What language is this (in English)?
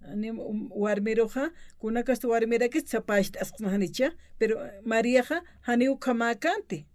Aymara